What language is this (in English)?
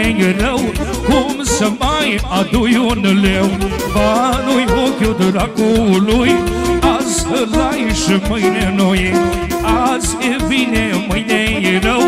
Romanian